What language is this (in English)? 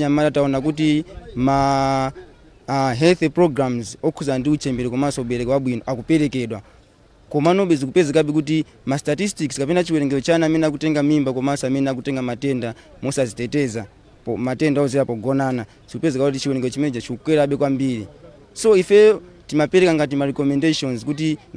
Nyanja